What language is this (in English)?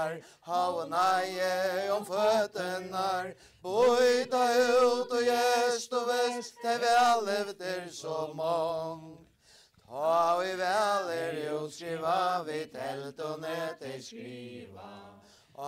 Faroese